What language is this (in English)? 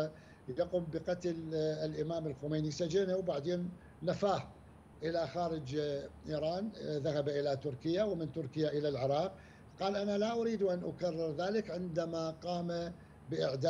Arabic